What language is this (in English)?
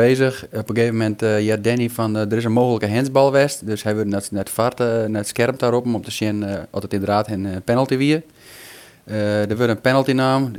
Western Frisian